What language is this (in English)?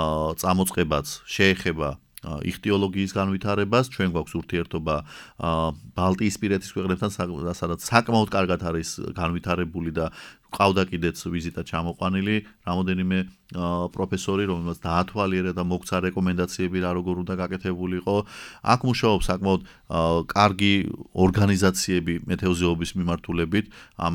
Georgian